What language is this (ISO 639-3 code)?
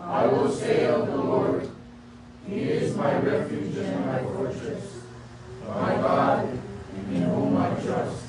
smo